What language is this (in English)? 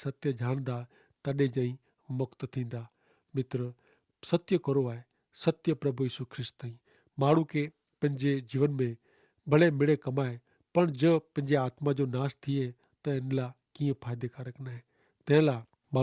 Kachhi